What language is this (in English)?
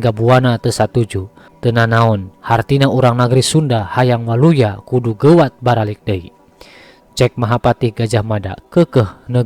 Sundanese